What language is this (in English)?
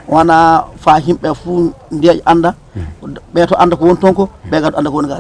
Fula